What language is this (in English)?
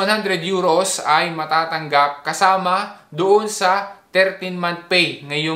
Filipino